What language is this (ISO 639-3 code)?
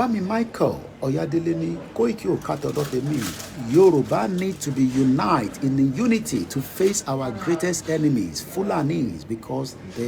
yor